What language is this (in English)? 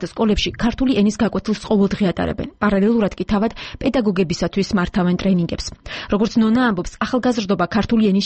Georgian